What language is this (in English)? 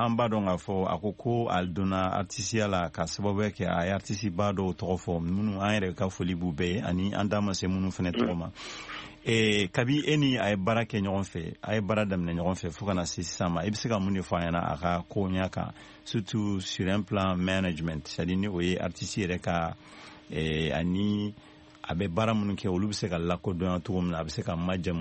Bambara